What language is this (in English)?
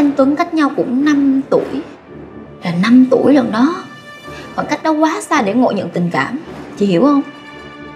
Vietnamese